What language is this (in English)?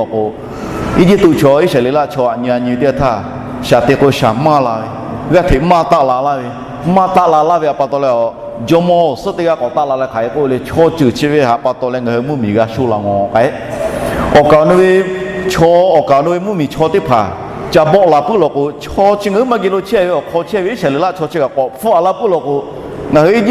Lahu